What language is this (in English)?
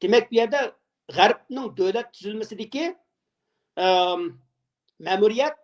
Uyghur